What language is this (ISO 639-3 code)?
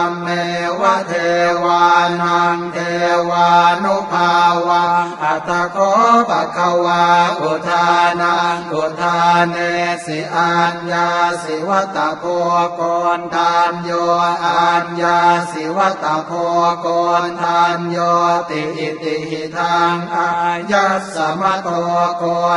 pli